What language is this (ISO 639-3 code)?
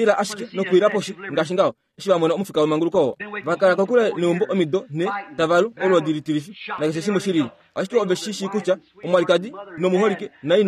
kua